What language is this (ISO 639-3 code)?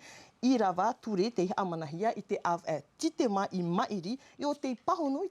tah